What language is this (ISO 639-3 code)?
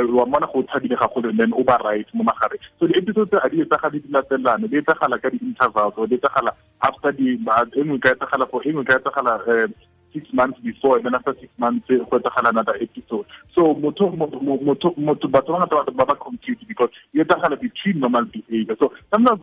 tsn